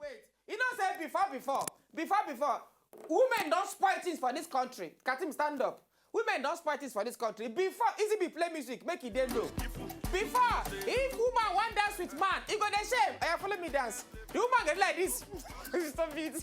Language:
Nigerian Pidgin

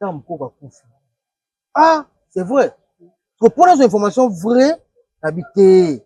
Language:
Lingala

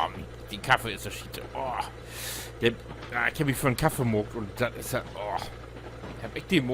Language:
Low German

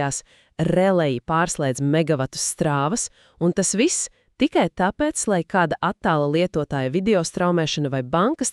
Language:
Latvian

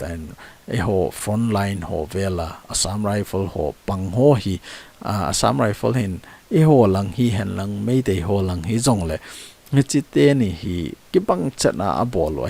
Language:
Thado Chin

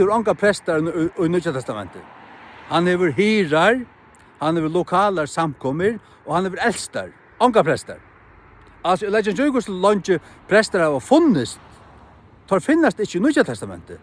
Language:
Faroese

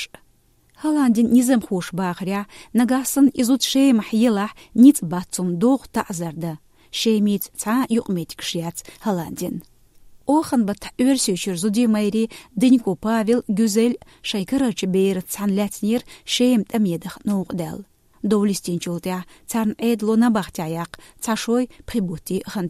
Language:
Chechen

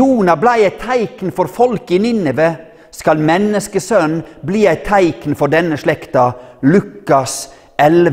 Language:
Norwegian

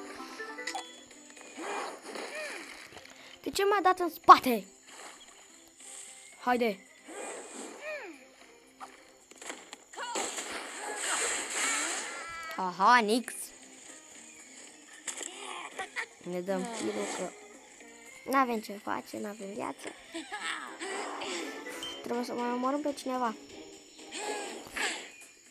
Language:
Romanian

